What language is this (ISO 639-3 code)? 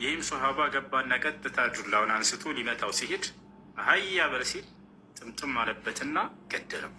amh